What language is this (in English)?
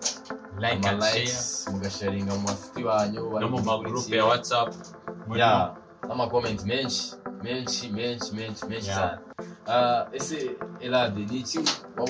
Kinyarwanda